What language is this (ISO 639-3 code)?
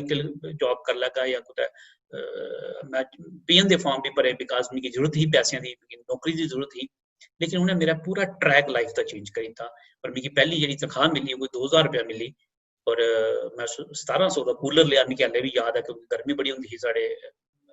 doi